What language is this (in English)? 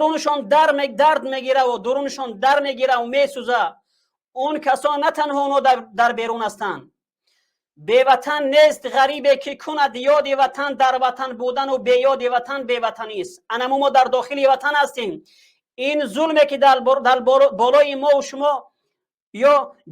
Tajik